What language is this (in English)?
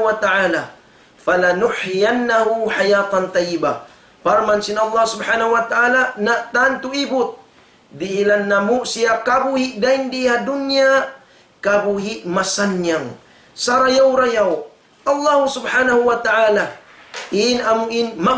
Tausug